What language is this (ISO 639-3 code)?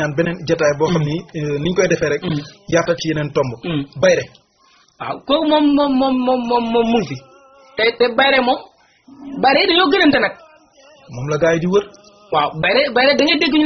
wol